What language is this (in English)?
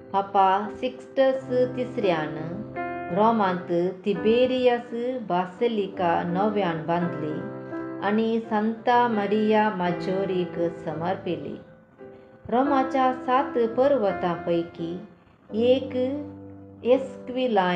Konkani